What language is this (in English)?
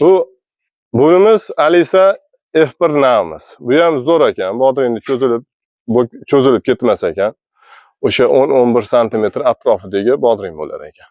Uzbek